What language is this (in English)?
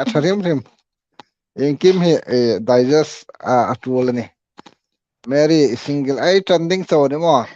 Hmar